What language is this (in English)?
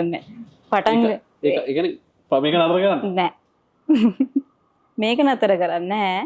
Sinhala